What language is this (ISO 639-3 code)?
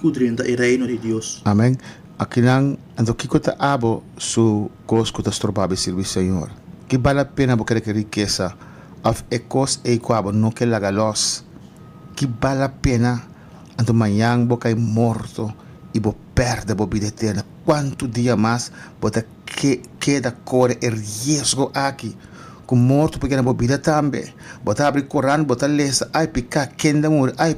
pap